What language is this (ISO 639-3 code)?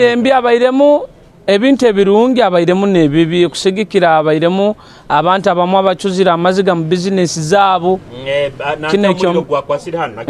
nyo